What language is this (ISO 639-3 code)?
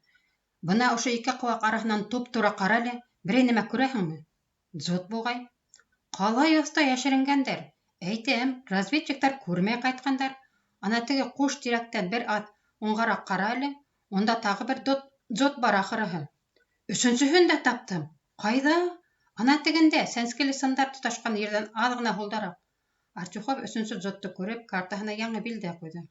bak